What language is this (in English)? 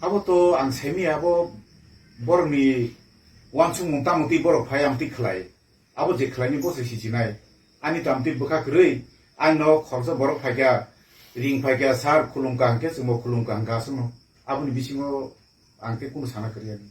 Kok Borok